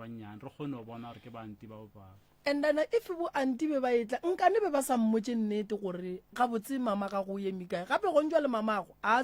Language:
Northern Sotho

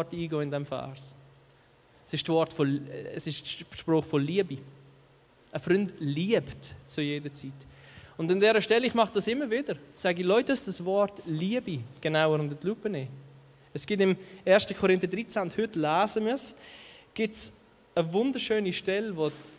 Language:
Swiss German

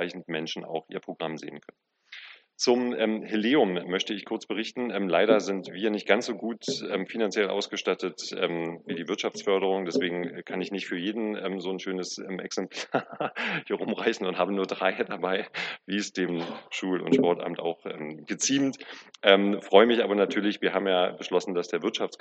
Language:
German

